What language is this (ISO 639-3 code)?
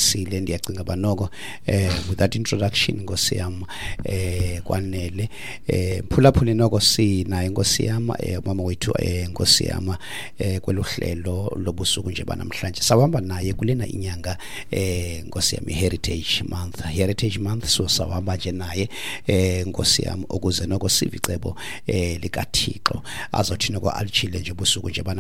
xho